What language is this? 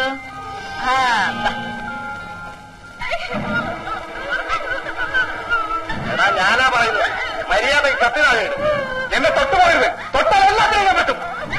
Malayalam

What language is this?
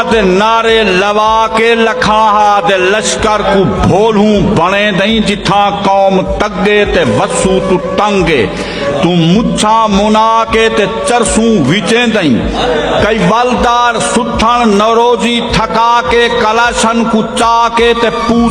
Saraiki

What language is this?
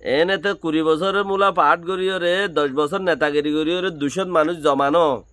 Rohingya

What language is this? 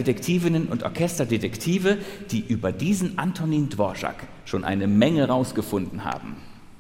German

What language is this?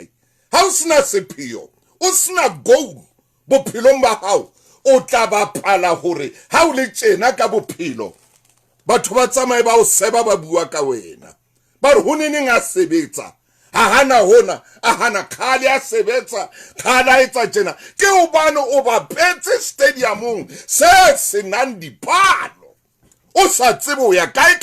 Southern Sotho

